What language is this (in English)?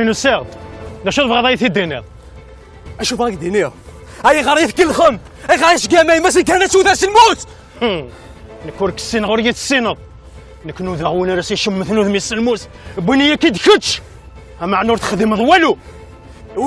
Kabyle